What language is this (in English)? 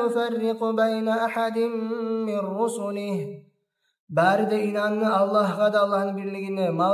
Kumyk